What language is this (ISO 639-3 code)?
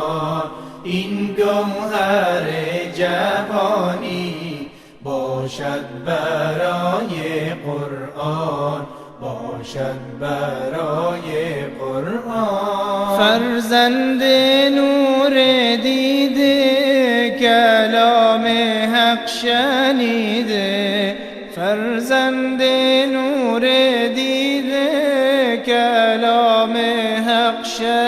fas